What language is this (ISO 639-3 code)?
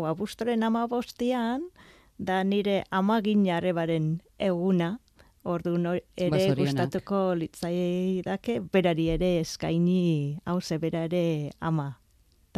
eus